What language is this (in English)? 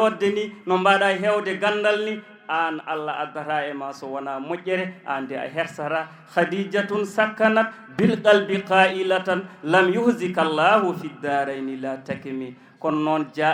Fula